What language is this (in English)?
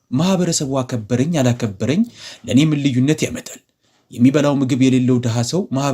Amharic